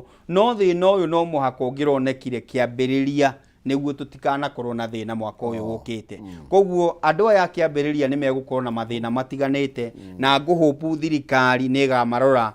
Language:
Kikuyu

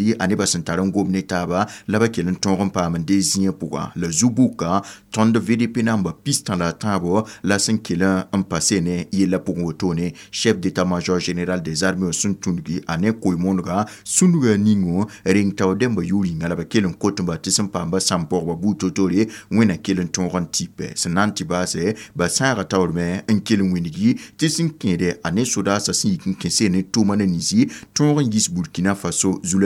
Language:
Mossi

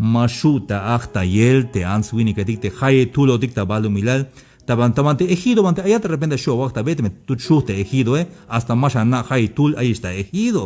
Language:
Tzeltal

